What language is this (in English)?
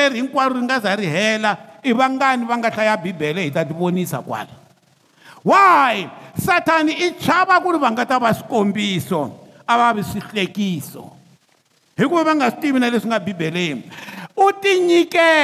Tsonga